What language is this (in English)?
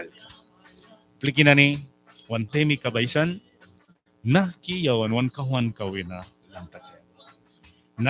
Mískito